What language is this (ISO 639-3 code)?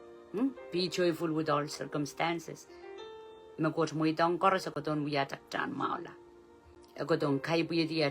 pon